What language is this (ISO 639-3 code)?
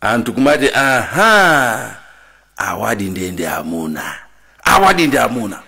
nya